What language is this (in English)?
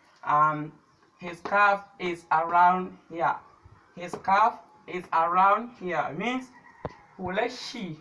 Hausa